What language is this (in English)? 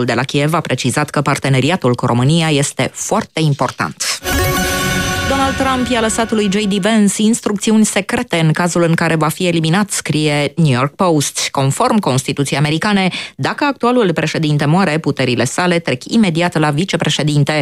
Romanian